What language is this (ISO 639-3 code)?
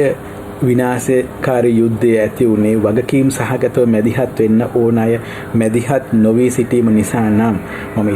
sin